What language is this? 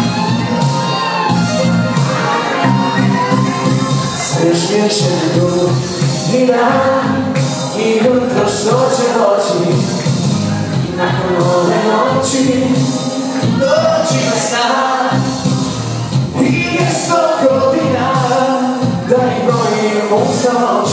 Croatian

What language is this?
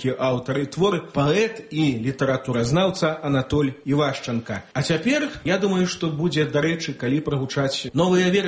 Belarusian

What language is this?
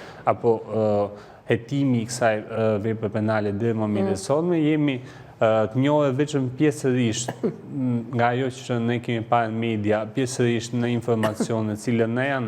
Albanian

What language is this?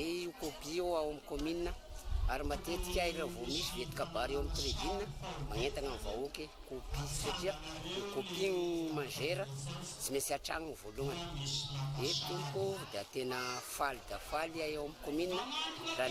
Malagasy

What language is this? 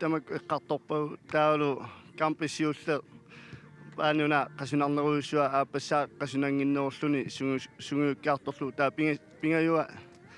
Kalaallisut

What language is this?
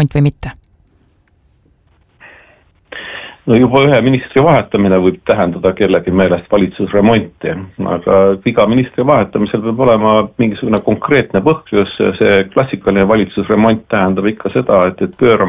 Estonian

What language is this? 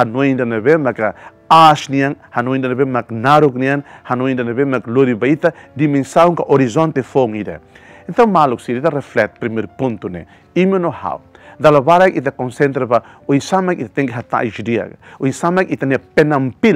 Tetum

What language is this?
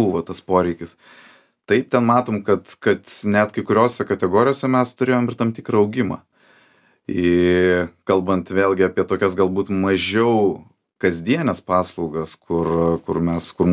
Lithuanian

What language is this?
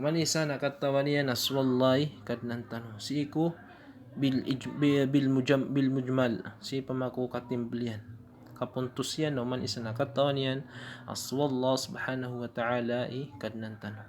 Maranao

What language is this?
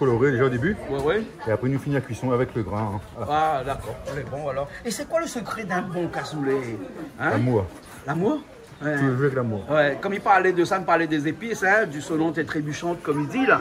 Réunion Creole French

